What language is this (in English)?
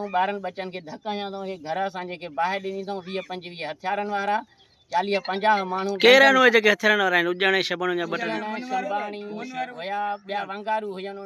Sindhi